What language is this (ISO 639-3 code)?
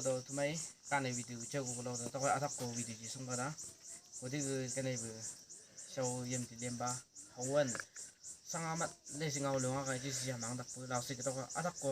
nbc